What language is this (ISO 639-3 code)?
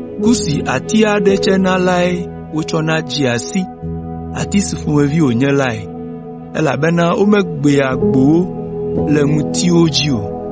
ewe